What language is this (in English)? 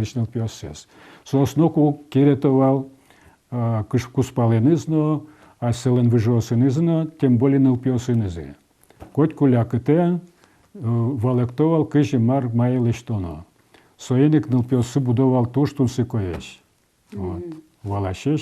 Udmurt